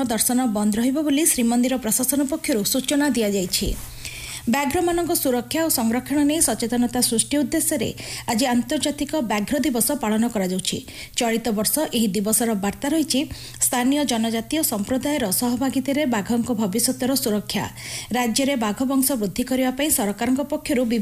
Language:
Odia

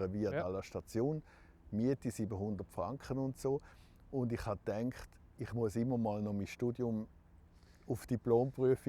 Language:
Romansh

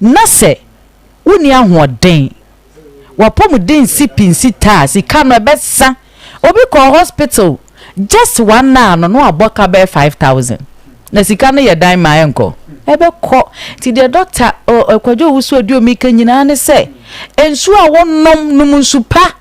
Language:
Akan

